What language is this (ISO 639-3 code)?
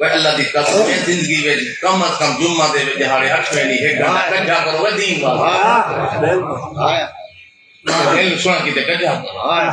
skr